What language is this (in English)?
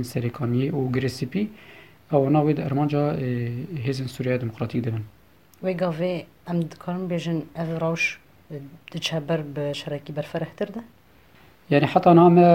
Kurdish